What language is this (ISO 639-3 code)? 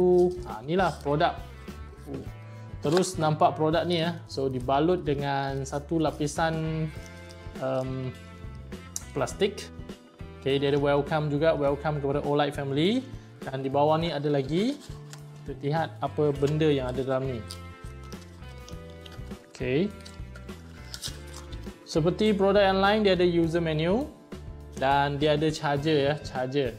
msa